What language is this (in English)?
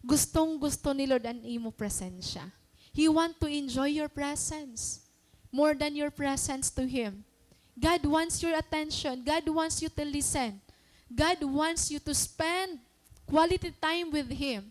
Waray